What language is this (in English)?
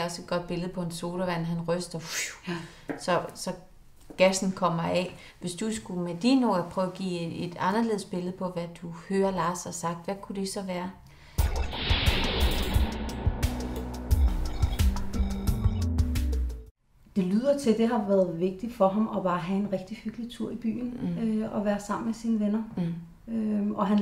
Danish